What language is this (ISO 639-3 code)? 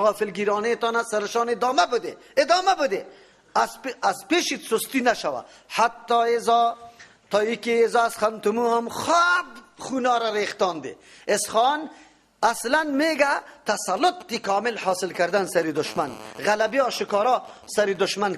fas